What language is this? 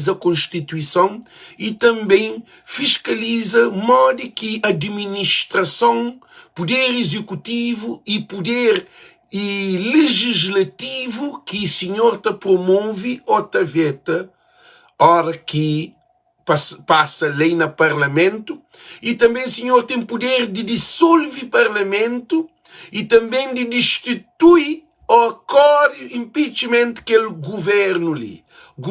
Kabuverdianu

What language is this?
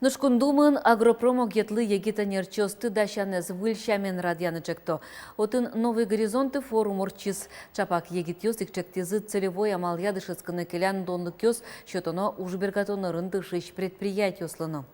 Udmurt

